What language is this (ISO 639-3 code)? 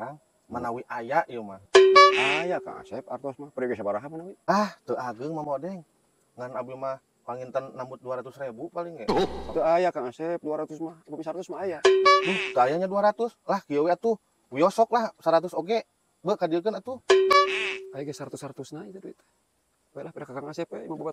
sun